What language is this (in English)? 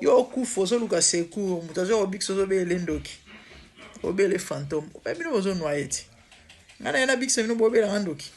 Lingala